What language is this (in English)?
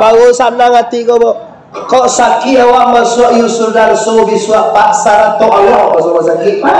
Minangkabau